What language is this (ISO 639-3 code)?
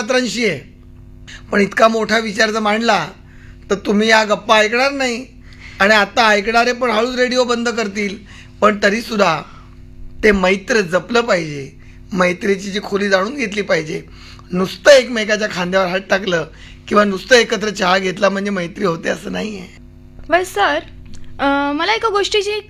mar